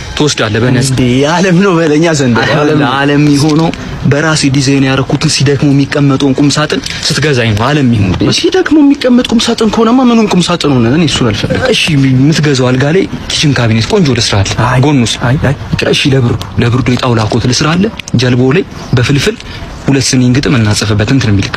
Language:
Amharic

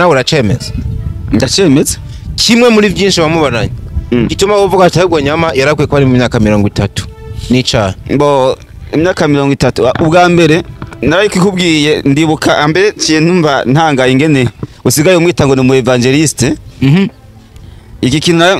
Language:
Rundi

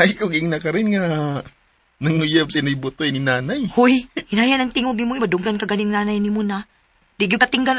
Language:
Cebuano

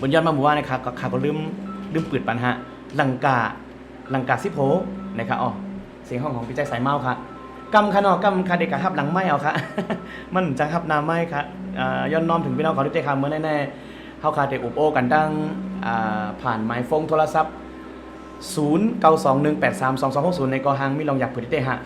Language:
Shan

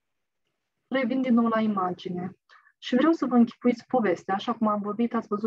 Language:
Romanian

